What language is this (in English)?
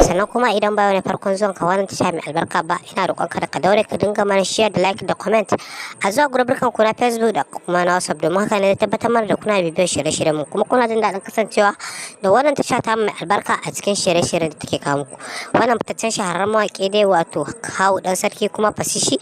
Hausa